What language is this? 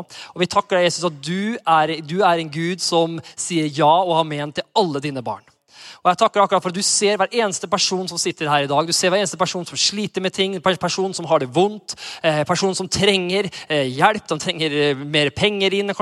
Norwegian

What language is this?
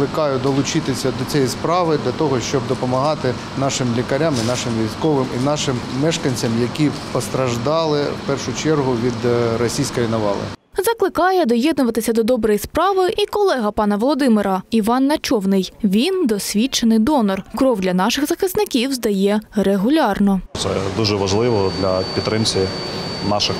Ukrainian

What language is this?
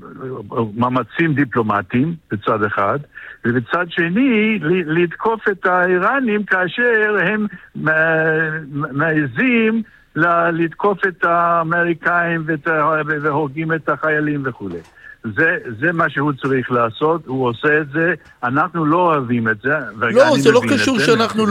Hebrew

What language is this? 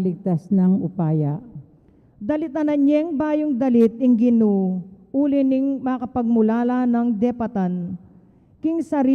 Pampanga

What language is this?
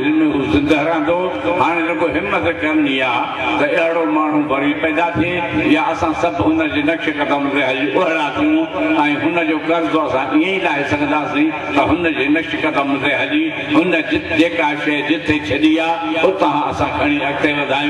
Sindhi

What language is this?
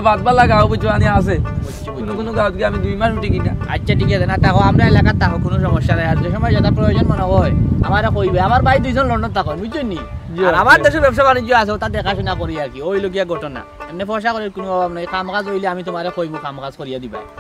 Sylheti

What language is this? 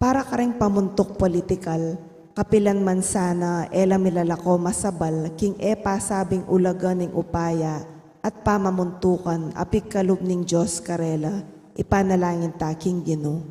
Pampanga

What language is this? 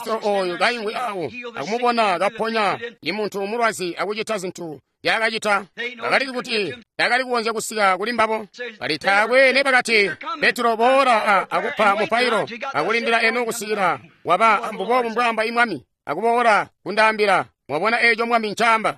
Tonga (Zambia)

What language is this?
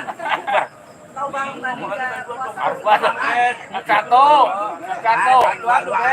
Betawi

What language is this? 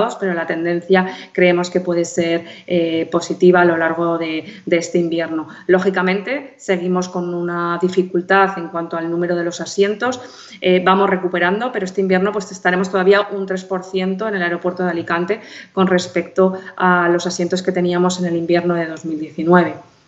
Spanish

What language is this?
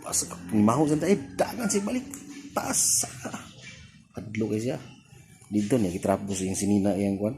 Cebuano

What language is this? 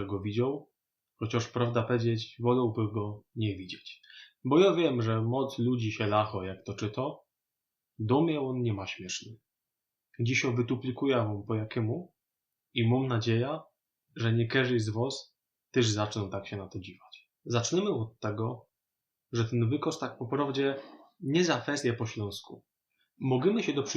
Silesian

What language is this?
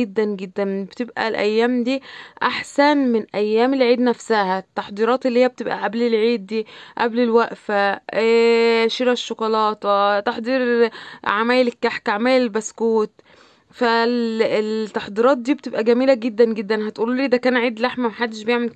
Egyptian Arabic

